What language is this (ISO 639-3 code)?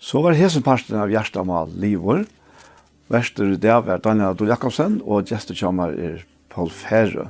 fao